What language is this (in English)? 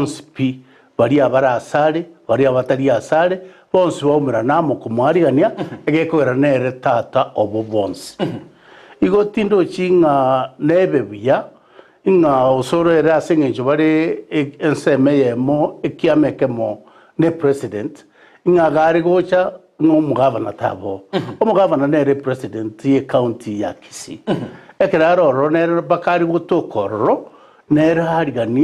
Gusii